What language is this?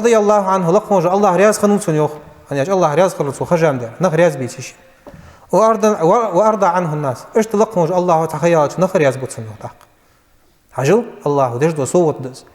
Ingush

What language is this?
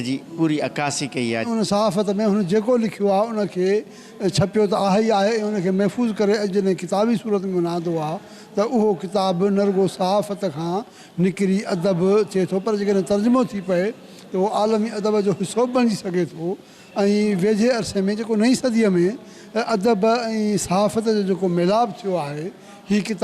Sindhi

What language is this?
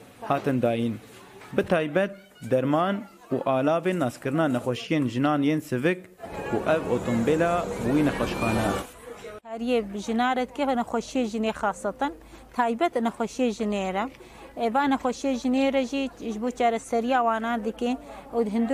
Kurdish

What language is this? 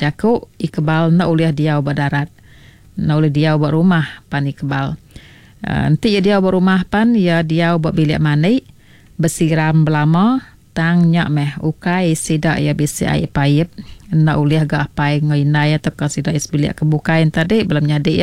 Iban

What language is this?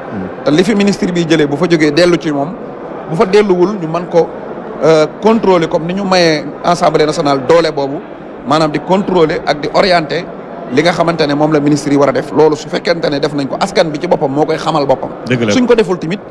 Wolof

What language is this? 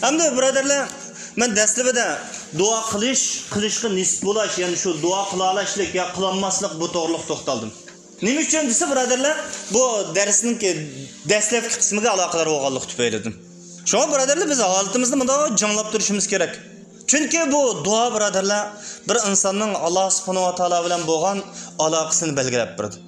Uyghur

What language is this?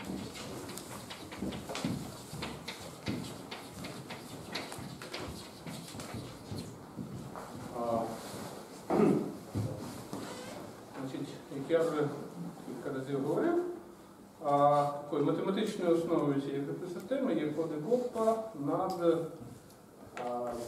Ukrainian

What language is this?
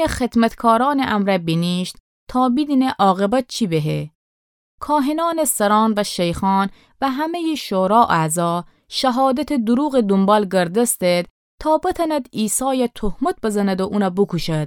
Gilaki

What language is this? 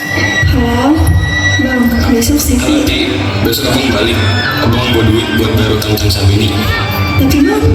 Betawi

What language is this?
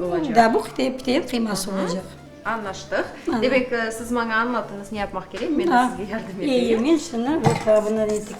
Crimean Tatar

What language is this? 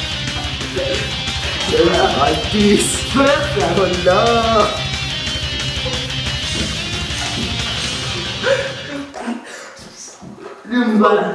Swedish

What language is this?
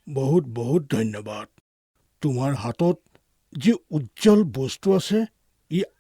Assamese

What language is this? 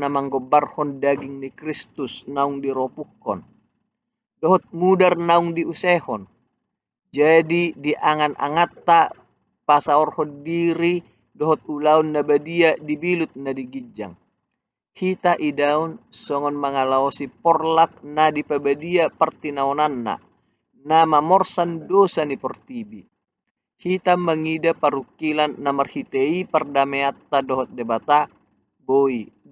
Batak Toba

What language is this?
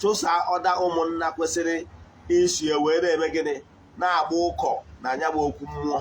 Igbo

